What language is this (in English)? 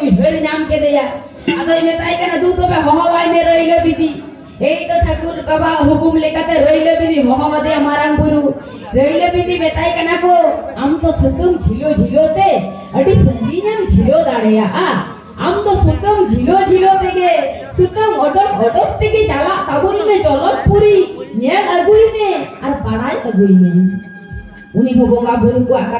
Santali